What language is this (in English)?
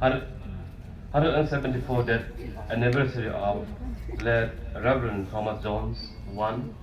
Khasi